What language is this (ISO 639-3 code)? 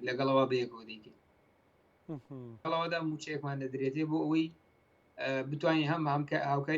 ckb